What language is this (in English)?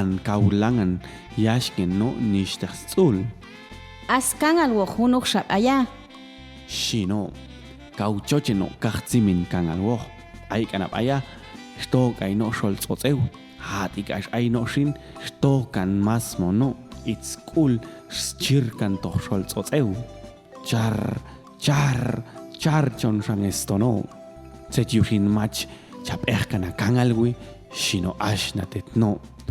Popti'